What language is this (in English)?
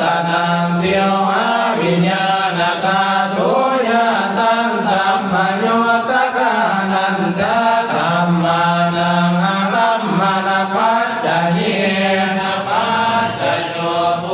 Pali